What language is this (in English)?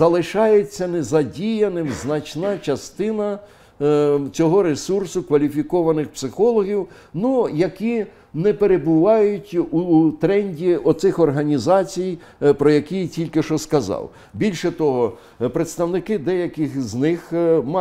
Ukrainian